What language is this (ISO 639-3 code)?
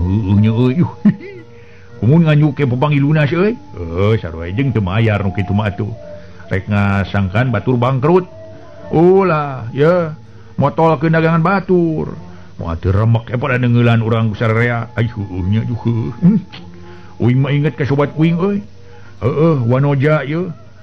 sun